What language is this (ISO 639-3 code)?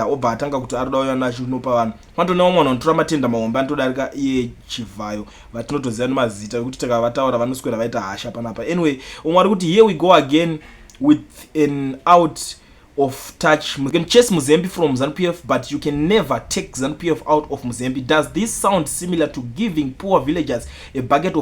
sna